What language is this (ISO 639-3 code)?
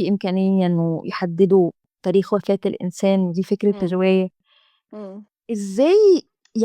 arz